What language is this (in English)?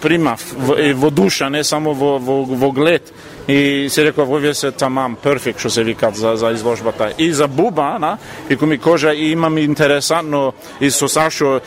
Macedonian